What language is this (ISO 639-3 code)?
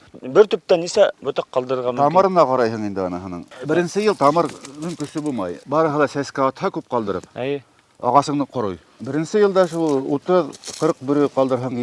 bak